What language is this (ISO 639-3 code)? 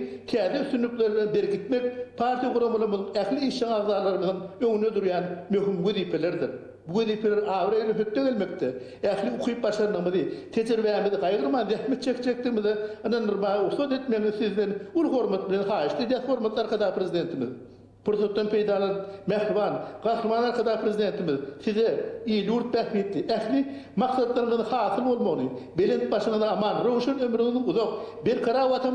tuk